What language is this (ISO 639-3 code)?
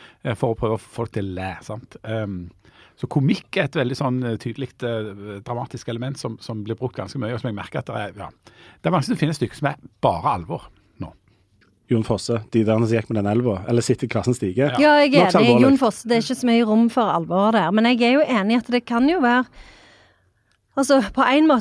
nor